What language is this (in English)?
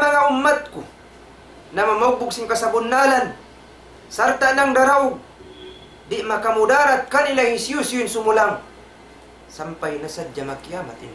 Tausug